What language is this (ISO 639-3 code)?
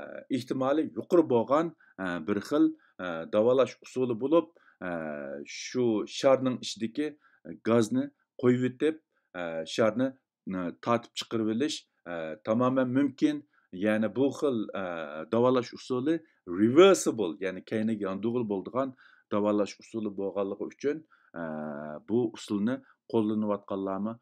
uig